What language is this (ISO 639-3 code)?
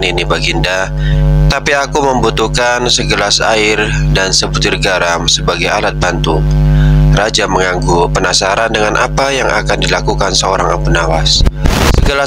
ind